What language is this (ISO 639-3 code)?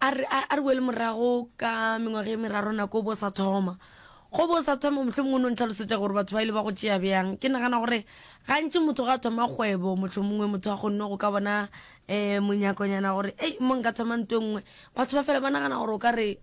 nso